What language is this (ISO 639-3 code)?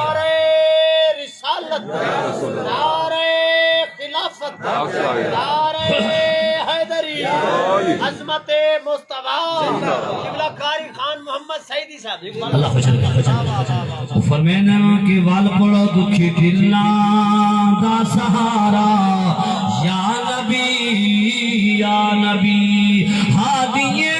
skr